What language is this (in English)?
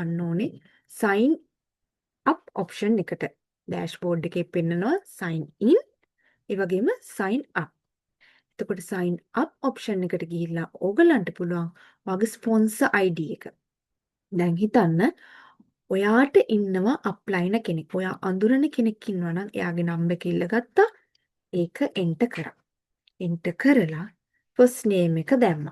Sinhala